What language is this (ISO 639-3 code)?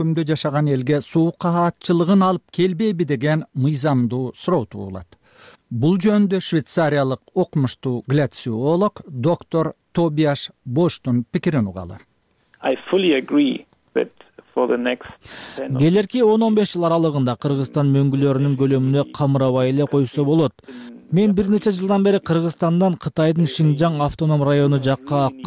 kir